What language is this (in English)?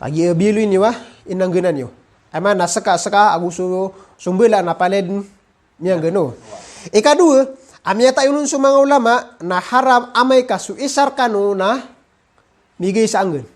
Maranao